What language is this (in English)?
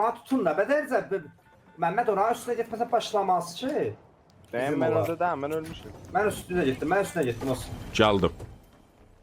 South Azerbaijani